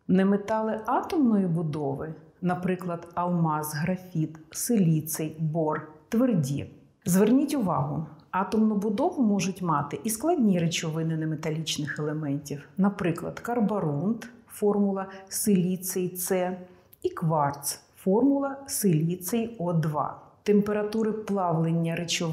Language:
Ukrainian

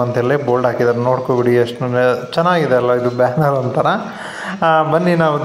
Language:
Kannada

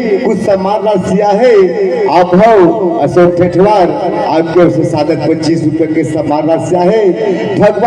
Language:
Chhattisgarhi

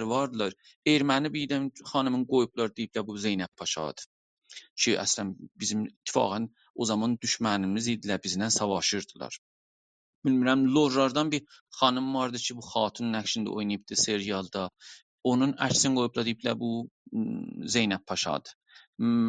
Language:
South Azerbaijani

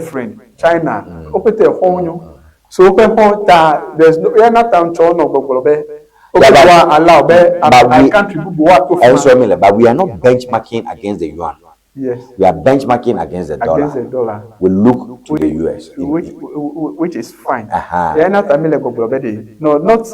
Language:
Ewe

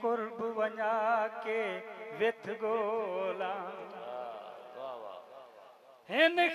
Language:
Saraiki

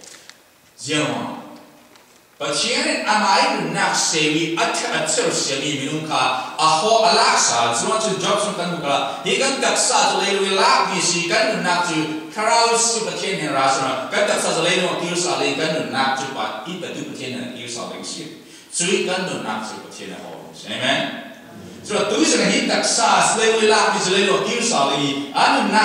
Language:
Falam Chin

